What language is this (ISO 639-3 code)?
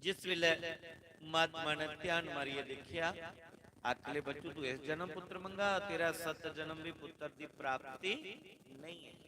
doi